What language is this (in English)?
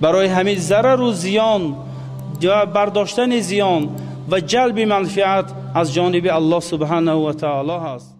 Tajik